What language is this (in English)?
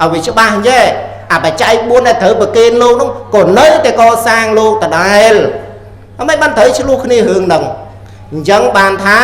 Khmer